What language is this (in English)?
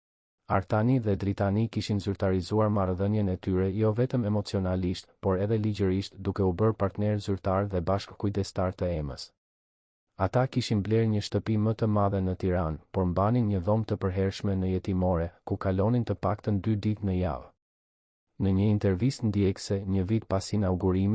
Albanian